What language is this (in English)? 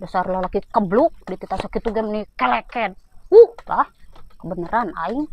Sundanese